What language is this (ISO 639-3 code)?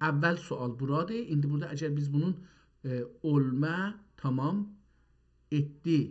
azb